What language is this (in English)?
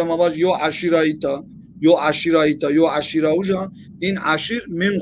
Zaza